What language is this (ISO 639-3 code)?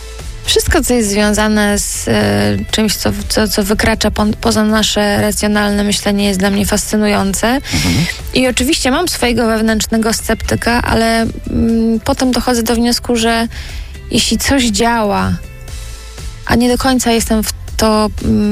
pol